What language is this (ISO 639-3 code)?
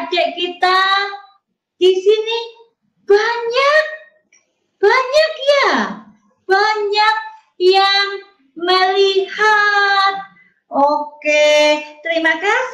ind